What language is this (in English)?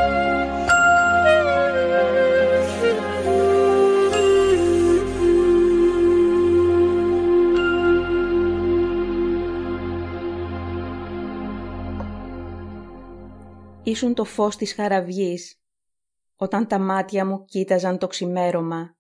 Greek